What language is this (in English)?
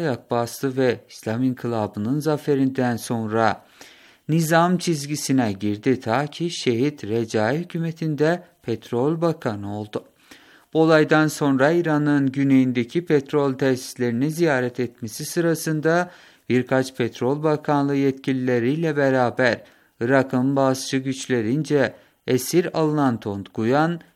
Turkish